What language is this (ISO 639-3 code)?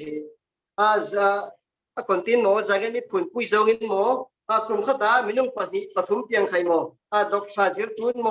cfm